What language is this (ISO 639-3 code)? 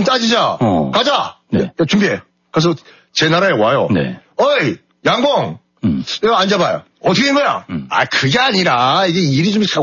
kor